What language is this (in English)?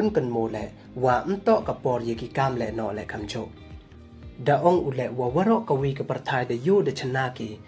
Pnar